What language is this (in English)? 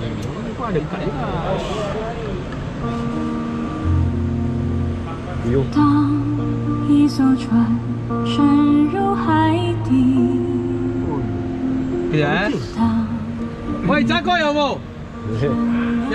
Malay